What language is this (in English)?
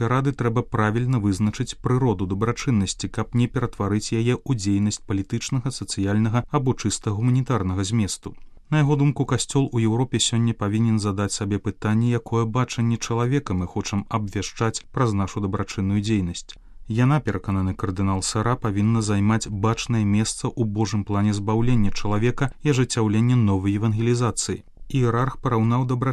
Belarusian